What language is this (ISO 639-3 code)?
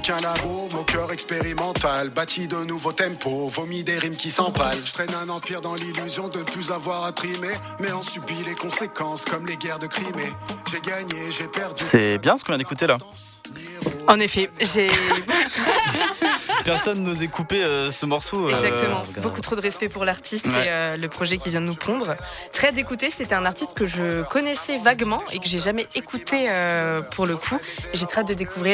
fra